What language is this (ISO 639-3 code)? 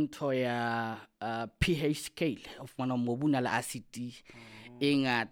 sot